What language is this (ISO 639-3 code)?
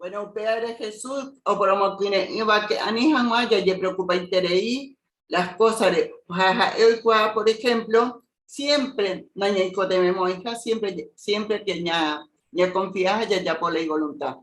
grn